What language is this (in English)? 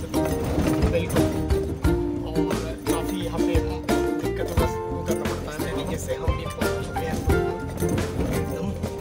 Hindi